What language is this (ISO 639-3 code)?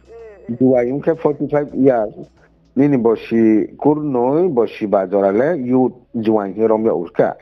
ria